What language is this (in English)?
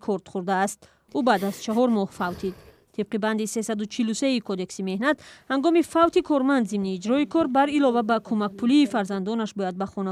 Tajik